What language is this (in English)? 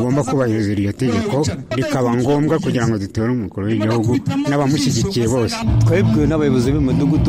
Kinyarwanda